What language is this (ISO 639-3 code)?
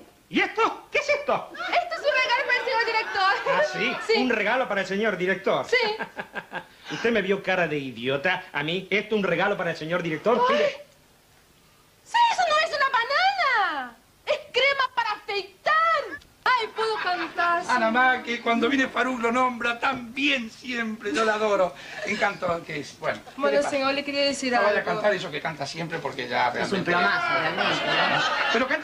spa